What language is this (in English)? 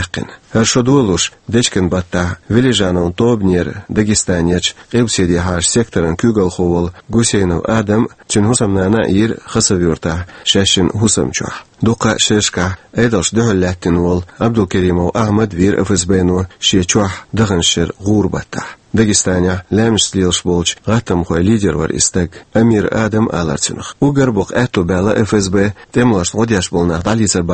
Chechen